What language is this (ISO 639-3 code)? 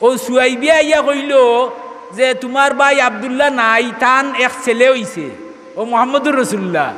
syl